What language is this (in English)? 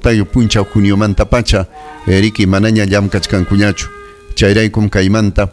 Ayacucho Quechua